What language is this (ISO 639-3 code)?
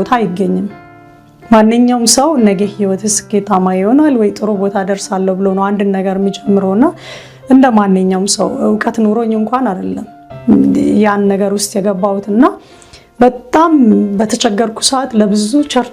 amh